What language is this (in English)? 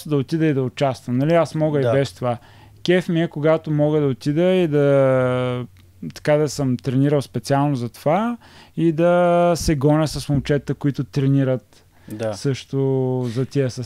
Bulgarian